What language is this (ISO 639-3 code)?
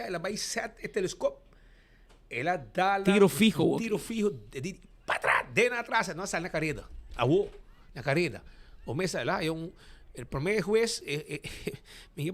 pap